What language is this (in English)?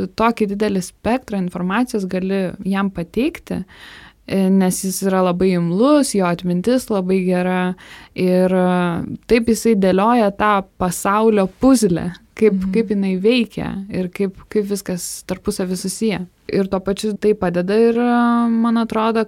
Lithuanian